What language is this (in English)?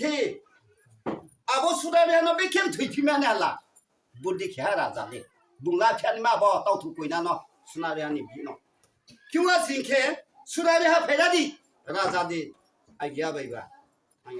Riang (India)